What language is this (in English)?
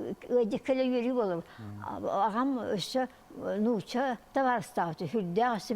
Yakut